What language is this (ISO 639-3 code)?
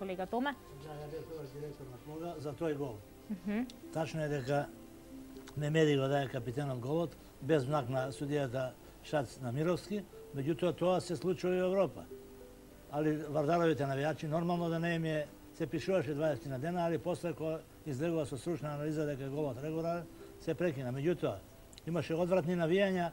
mkd